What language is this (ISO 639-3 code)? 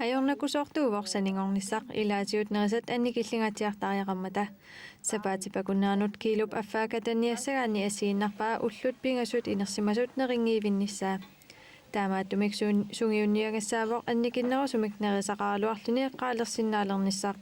kal